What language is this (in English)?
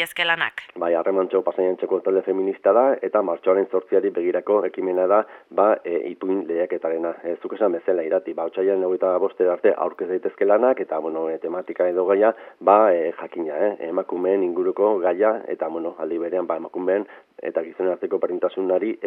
Basque